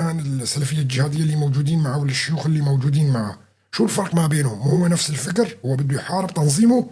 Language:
North Levantine Arabic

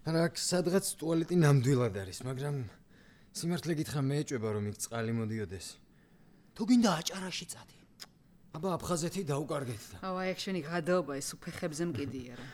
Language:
Georgian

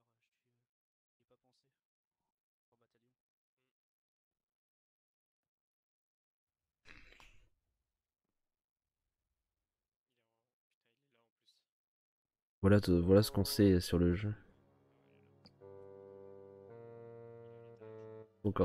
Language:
French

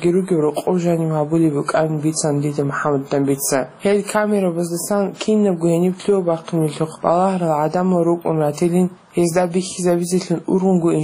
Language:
Avaric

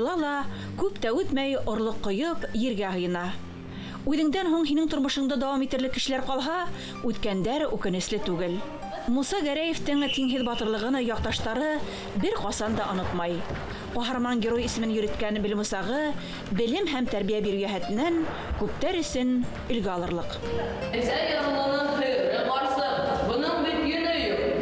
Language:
Bashkir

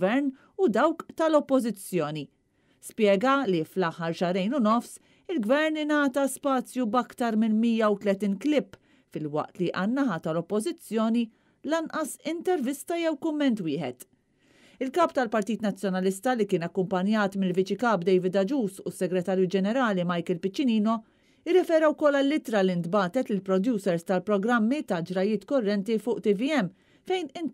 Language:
Maltese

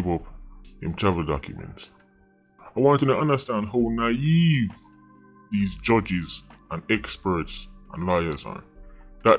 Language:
Jamaican Creole English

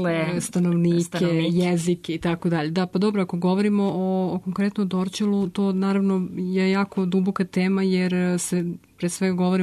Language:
Serbian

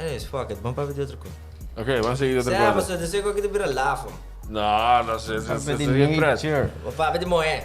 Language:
Papiamento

